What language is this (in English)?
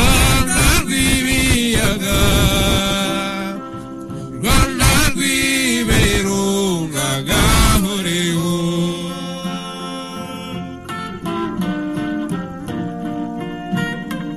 Kinyarwanda